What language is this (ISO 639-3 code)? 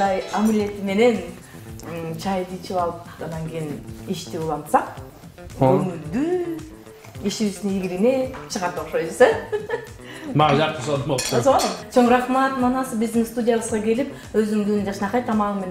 kir